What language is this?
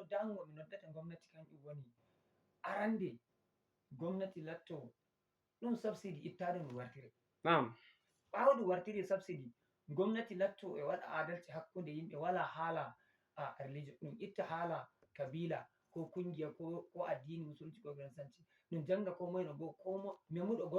Fula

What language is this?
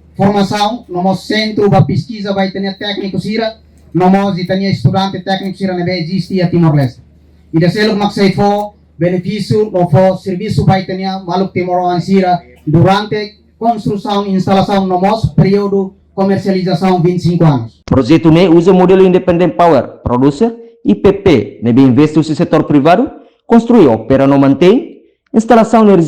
Tetum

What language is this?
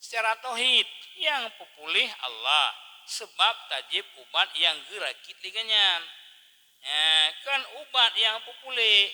Achinese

